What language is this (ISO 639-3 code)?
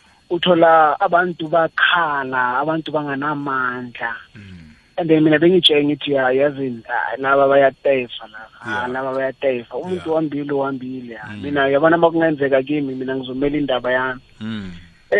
nbl